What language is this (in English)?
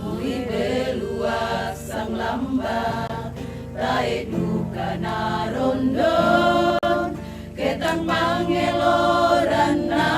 Toraja-Sa'dan